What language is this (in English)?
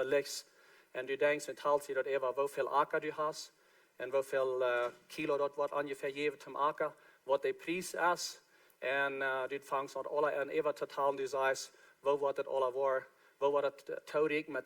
Plautdietsch